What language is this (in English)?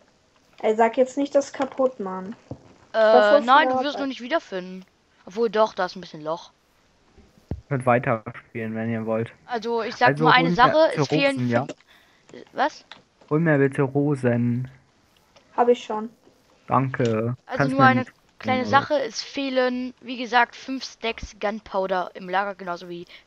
German